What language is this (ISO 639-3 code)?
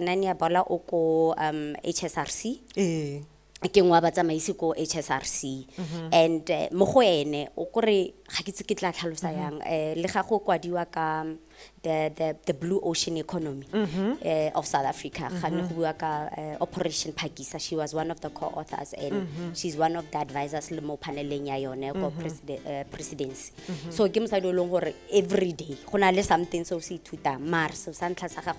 tsn